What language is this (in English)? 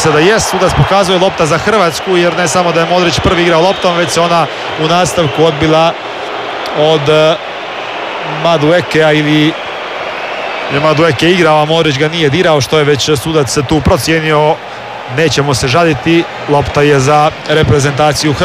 Croatian